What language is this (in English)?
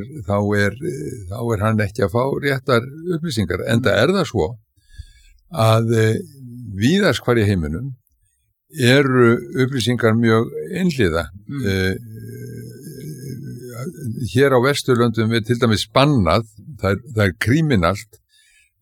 Icelandic